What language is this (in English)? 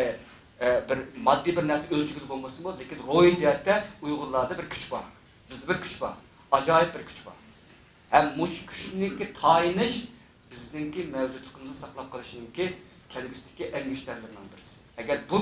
Uyghur